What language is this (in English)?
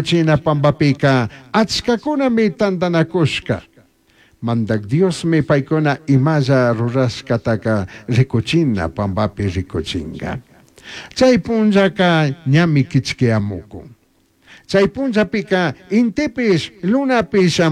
Chimborazo Highland Quichua